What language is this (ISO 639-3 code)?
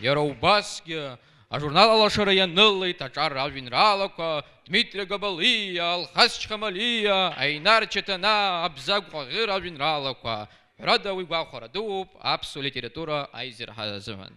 abk